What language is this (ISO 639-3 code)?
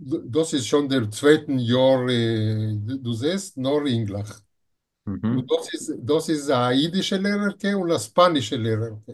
yid